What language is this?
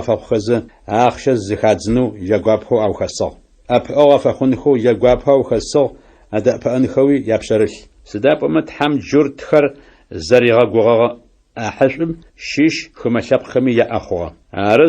Adyghe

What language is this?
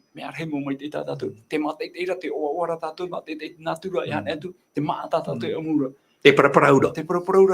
Tahitian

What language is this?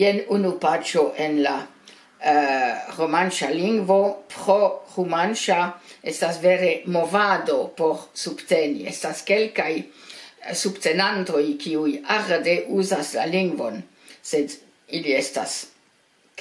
Esperanto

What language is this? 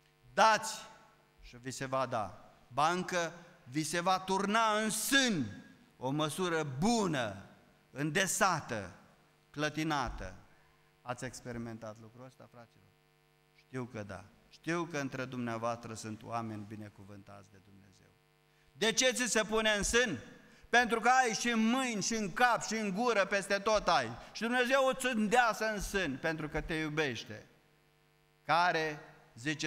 Romanian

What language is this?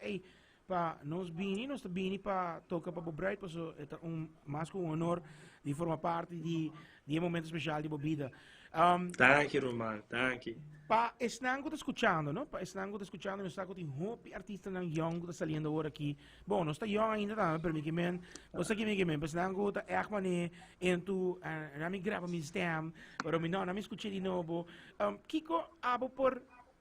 Papiamento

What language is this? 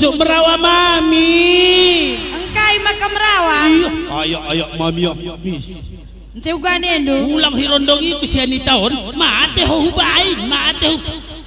Batak Karo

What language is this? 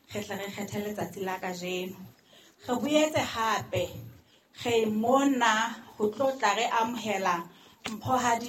Southern Sotho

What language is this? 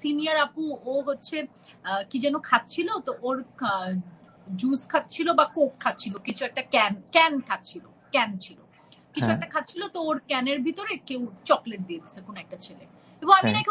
Bangla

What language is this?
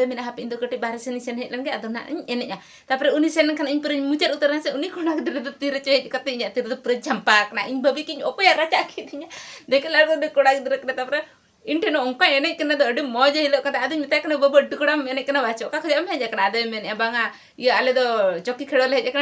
Santali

